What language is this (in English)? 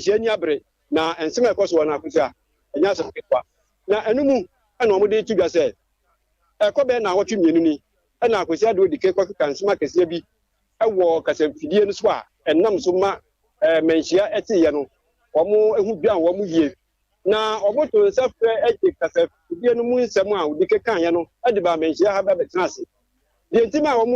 Akan